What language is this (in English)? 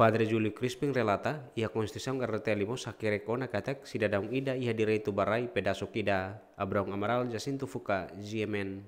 Tetum